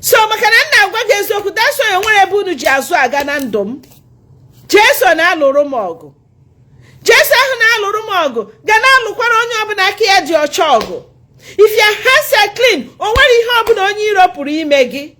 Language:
Igbo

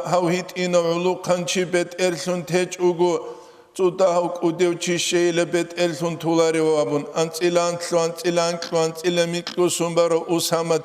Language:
Avaric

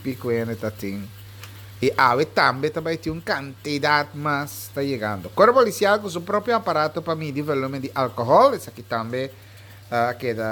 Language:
Papiamento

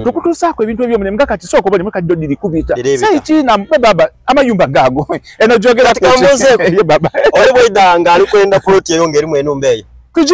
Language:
Soga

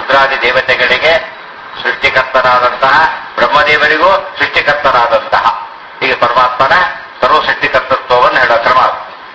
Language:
Kannada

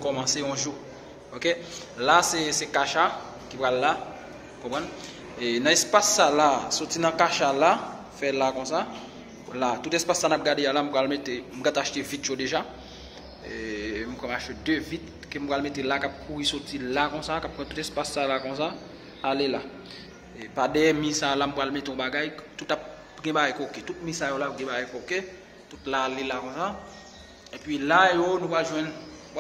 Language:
Haitian Creole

